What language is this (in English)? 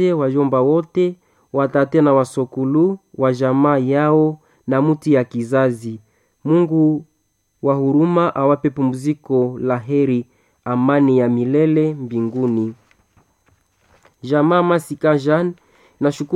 Swahili